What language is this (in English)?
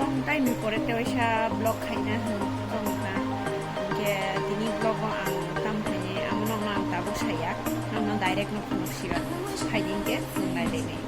Kok Borok